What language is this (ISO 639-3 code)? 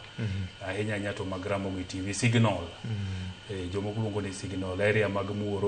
luo